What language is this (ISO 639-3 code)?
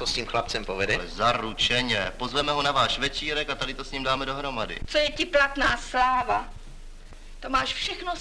ces